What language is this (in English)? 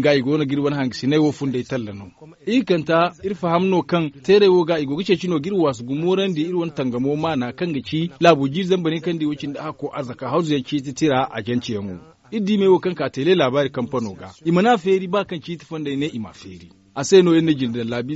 Zarma